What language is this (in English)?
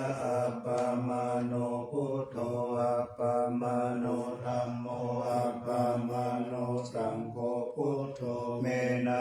Pali